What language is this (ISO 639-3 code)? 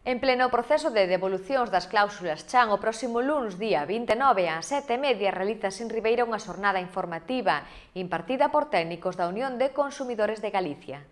glg